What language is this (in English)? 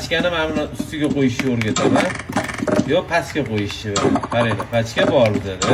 Uzbek